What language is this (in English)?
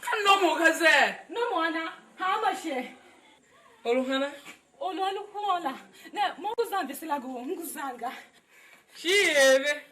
Tiv